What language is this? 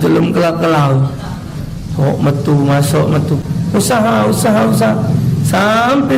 Musi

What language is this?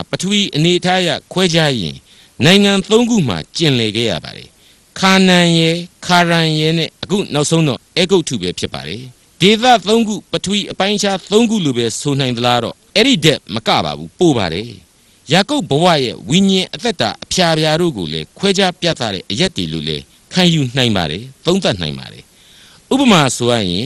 Burmese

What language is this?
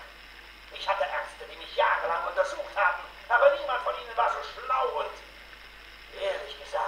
German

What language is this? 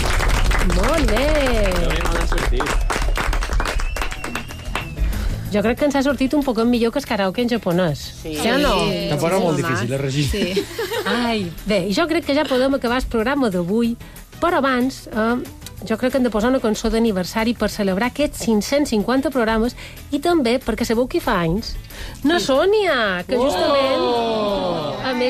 Catalan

